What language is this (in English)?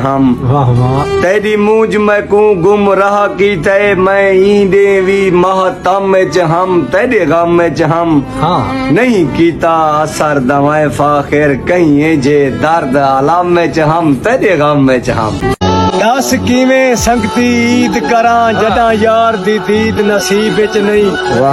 Saraiki